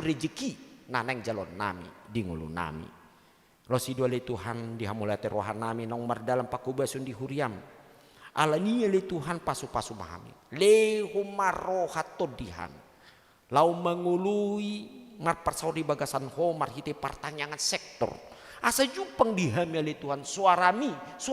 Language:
Batak Toba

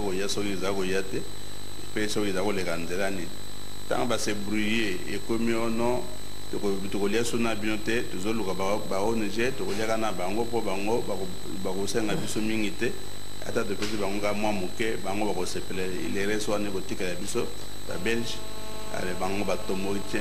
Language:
Lingala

